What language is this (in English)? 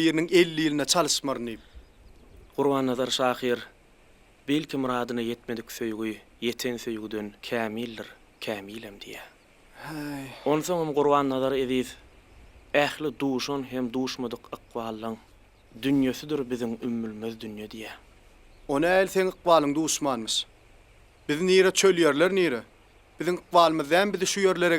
Turkmen